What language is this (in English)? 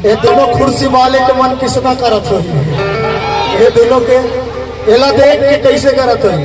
Chhattisgarhi